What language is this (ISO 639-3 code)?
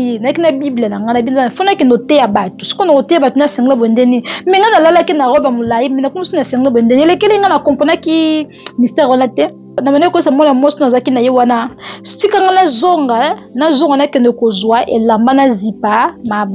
lin